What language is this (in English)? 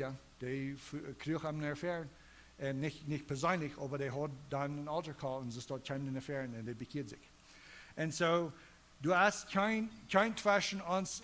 Plautdietsch